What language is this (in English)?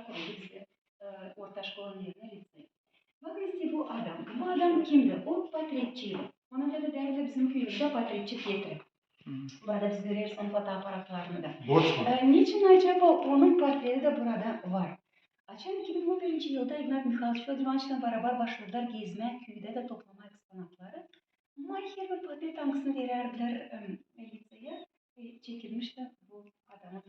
Gagauz